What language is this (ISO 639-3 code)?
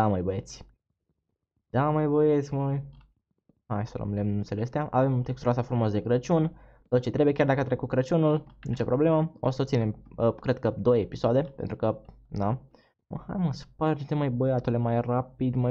ron